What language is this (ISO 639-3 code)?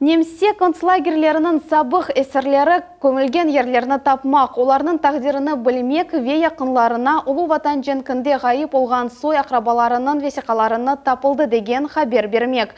crh